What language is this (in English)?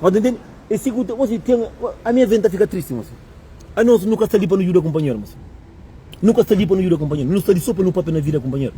Kabuverdianu